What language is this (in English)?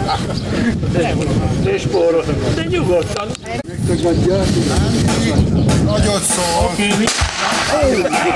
Hungarian